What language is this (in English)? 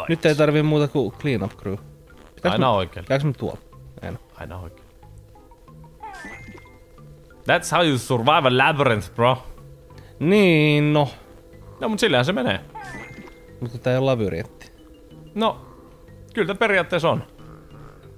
Finnish